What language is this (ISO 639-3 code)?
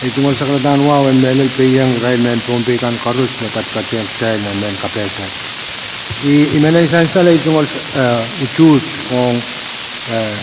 pon